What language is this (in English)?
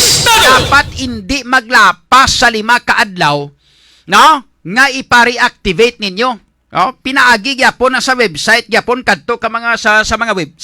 Hiligaynon